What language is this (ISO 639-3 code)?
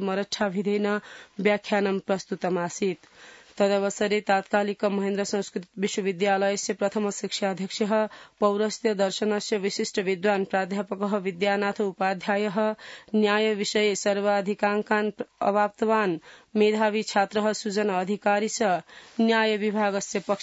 san